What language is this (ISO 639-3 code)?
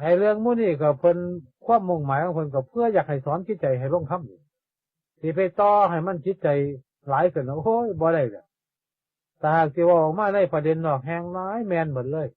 tts